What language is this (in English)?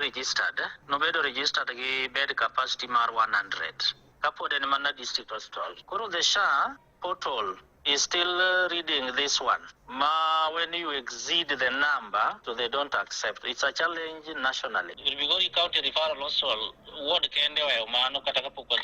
Luo (Kenya and Tanzania)